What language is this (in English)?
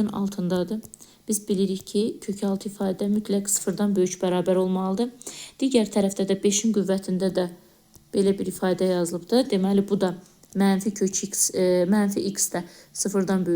Azerbaijani